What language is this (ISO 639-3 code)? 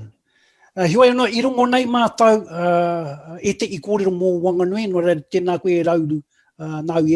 mri